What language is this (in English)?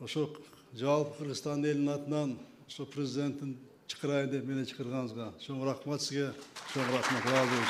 Kyrgyz